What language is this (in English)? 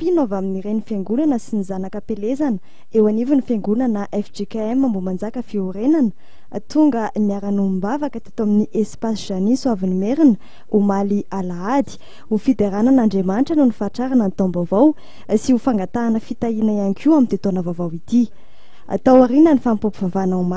Malagasy